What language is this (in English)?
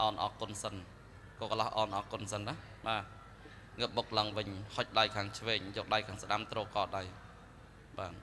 Khmer